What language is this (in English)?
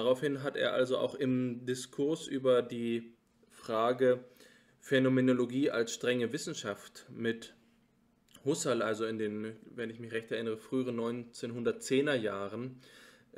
German